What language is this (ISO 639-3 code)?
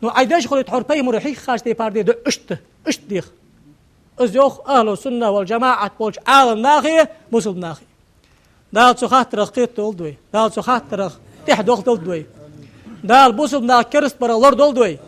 inh